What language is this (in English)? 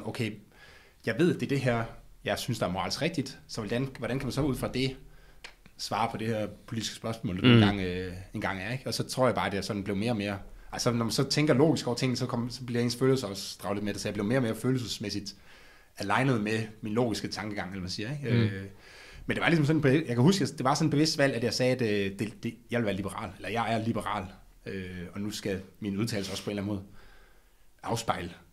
Danish